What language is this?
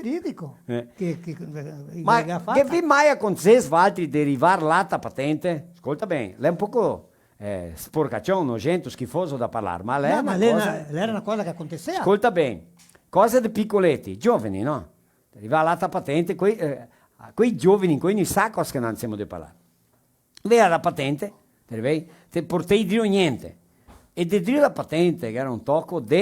Venetian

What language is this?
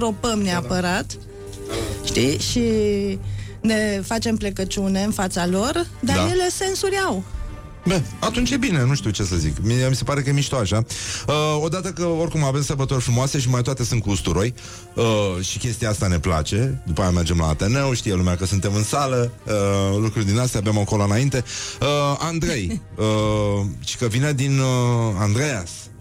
Romanian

